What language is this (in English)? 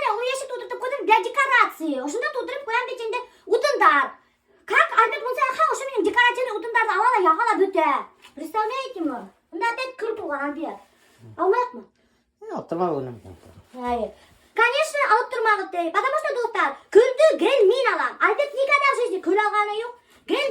Bashkir